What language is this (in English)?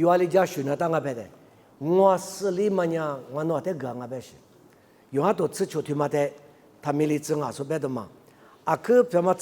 Lisu